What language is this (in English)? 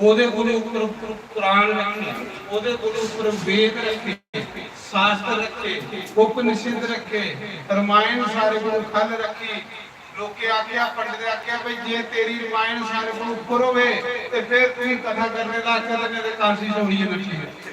Dogri